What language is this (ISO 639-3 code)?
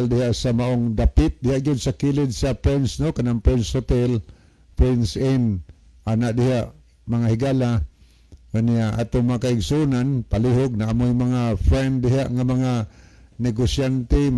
ceb